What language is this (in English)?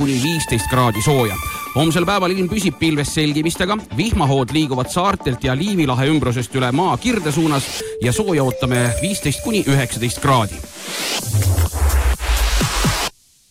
Estonian